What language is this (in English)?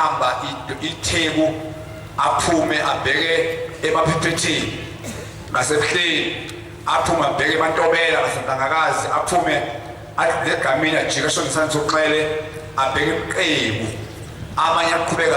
Zulu